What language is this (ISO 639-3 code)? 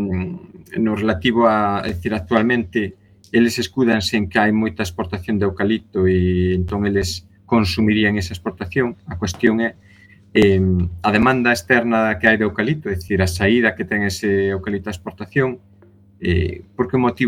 glg